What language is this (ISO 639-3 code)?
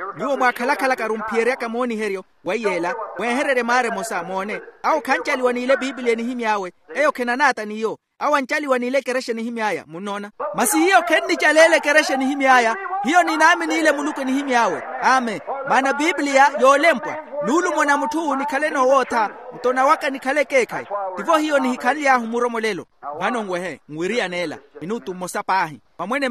vmw